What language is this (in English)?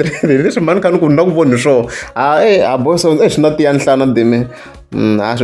Tsonga